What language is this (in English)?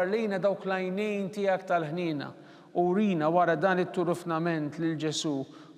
Maltese